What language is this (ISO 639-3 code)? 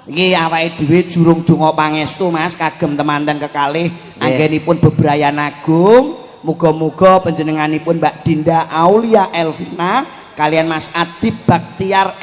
jav